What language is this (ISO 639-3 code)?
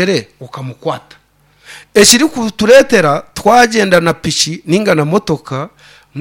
nyn